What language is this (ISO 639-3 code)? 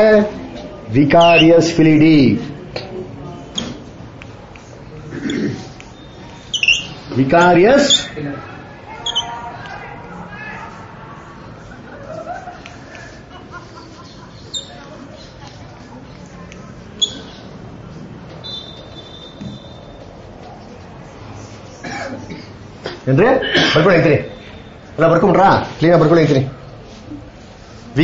kan